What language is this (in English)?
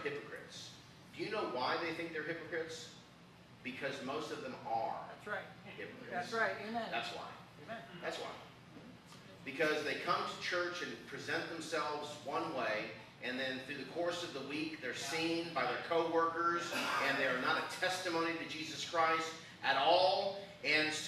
English